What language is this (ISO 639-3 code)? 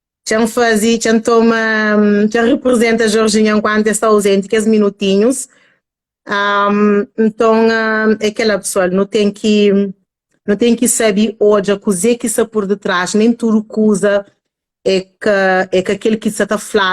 kea